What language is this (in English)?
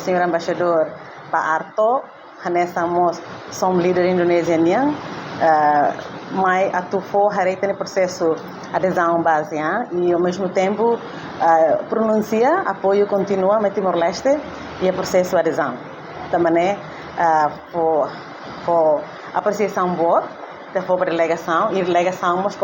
Tetum